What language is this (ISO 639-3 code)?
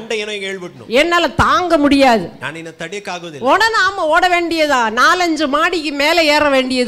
tam